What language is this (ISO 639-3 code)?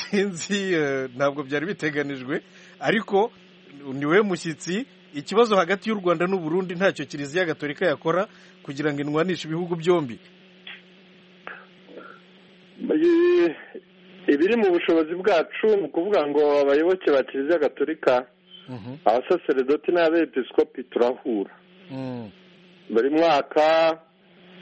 kin